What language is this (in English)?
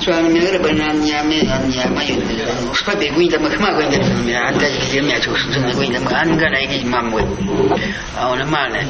Awa-Cuaiquer